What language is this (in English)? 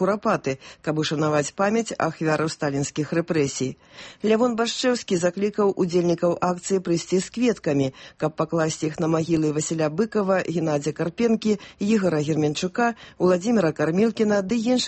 Belarusian